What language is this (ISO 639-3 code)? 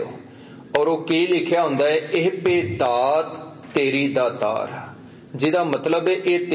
pan